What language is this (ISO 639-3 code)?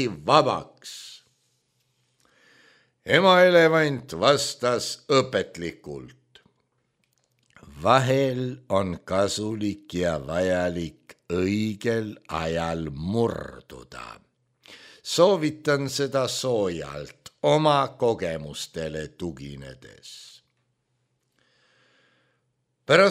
est